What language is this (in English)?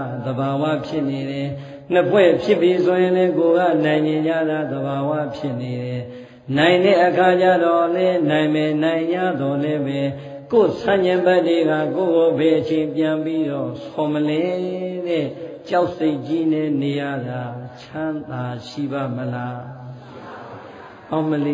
Burmese